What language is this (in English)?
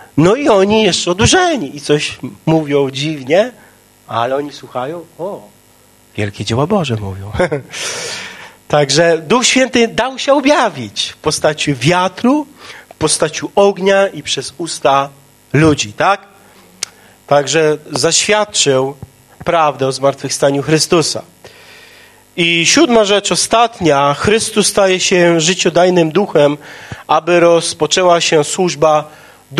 Polish